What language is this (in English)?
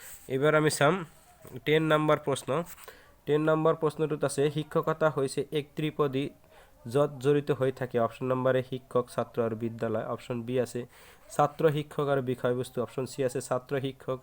Assamese